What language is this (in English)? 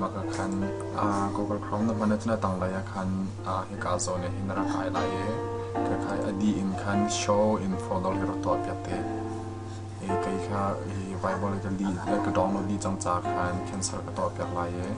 Hakha Chin